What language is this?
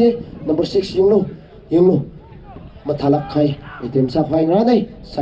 Tangkhul Naga (India)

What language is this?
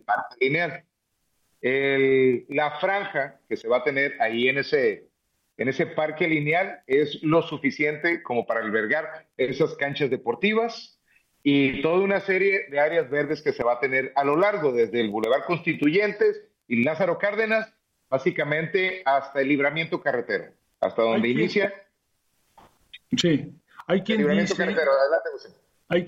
Spanish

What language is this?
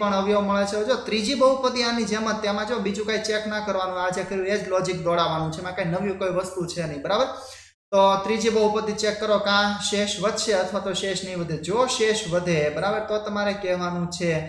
Gujarati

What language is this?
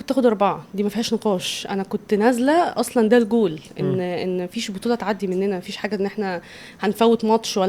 Egyptian Arabic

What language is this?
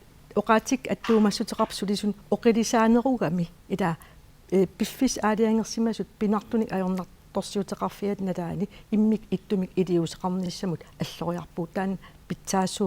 Kalaallisut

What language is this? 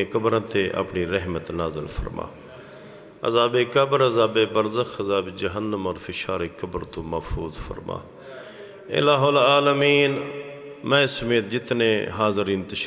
Western Panjabi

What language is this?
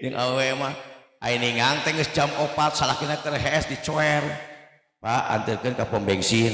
Sundanese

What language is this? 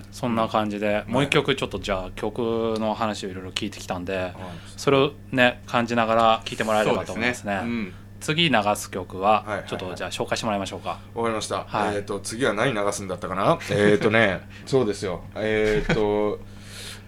Japanese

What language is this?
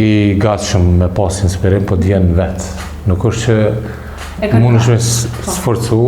Albanian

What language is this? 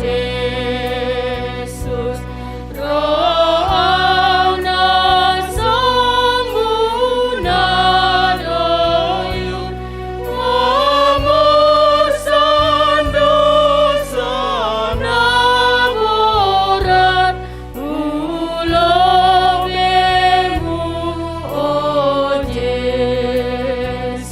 Batak Simalungun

